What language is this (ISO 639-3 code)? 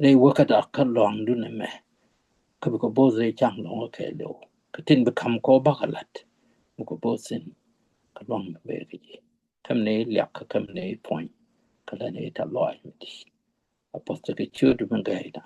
nus